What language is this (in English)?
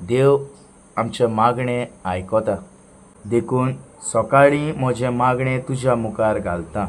Konkani